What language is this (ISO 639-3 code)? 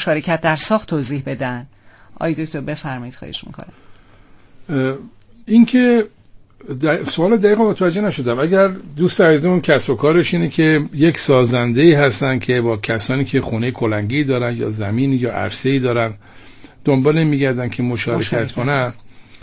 fas